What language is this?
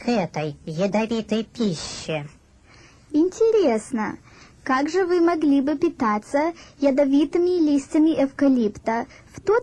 Russian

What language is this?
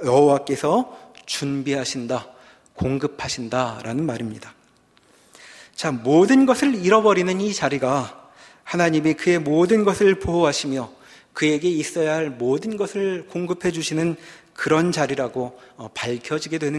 Korean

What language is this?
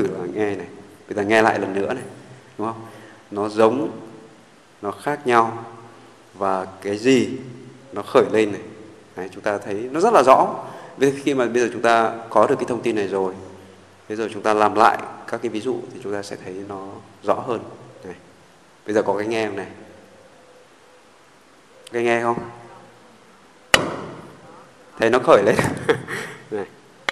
Vietnamese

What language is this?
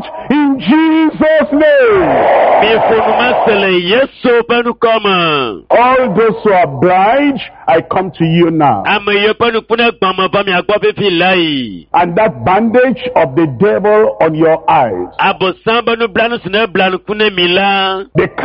Ewe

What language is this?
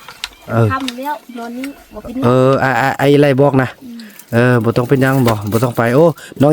Lao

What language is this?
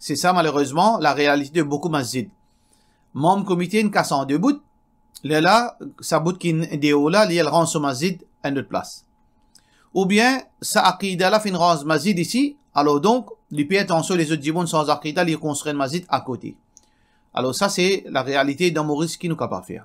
Morisyen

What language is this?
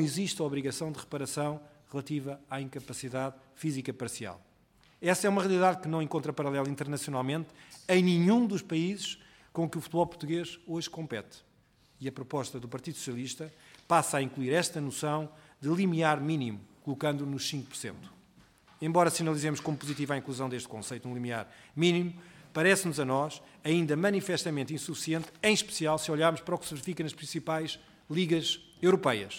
Portuguese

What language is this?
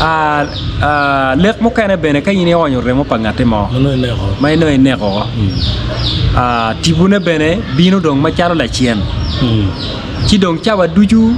Acoli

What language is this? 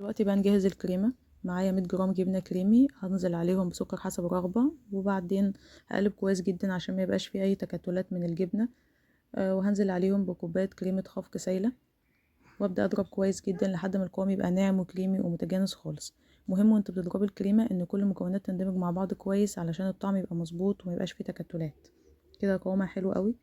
Egyptian Arabic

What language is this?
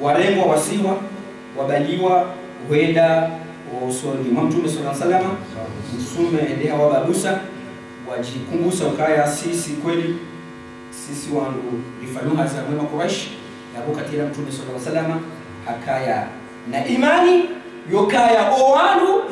Ngazidja Comorian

